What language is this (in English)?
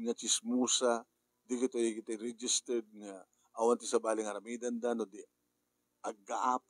Iloko